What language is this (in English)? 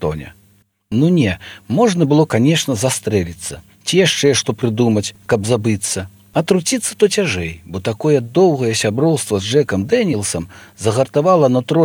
Belarusian